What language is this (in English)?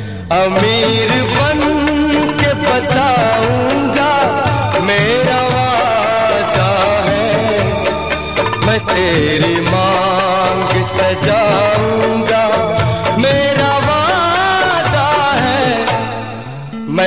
Hindi